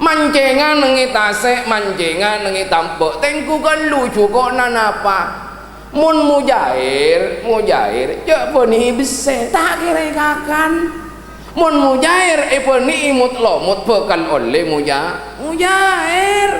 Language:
Madurese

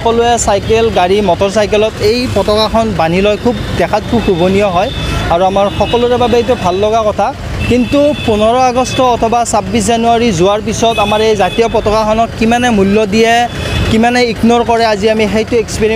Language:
Assamese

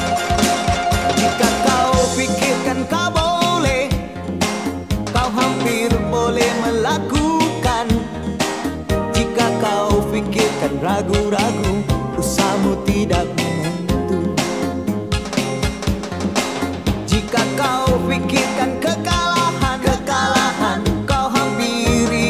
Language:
Malay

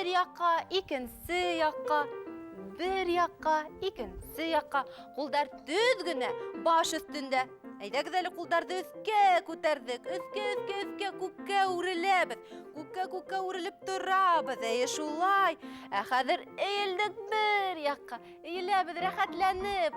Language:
Bashkir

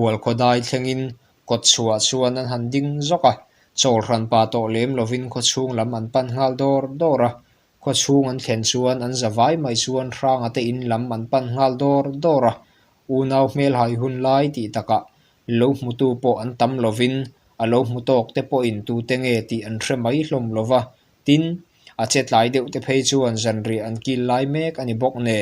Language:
Mizo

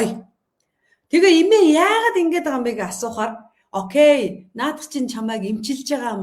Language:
Mongolian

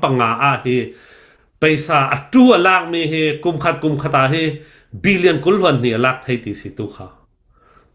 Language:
Hakha Chin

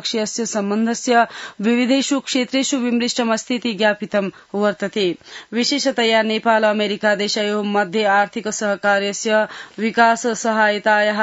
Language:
Sanskrit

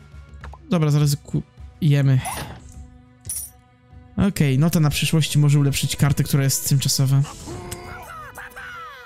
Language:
Polish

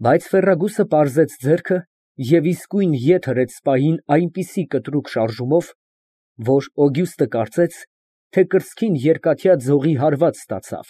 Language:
Armenian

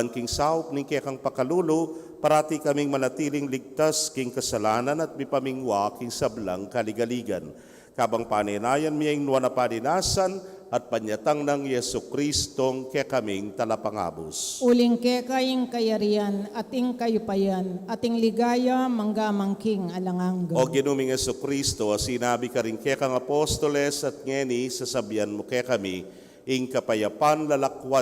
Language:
Pampanga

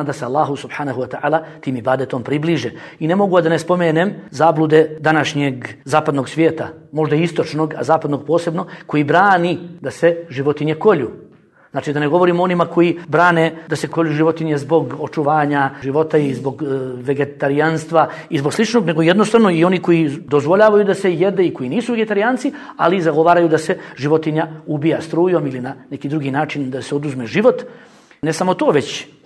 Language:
Bosnian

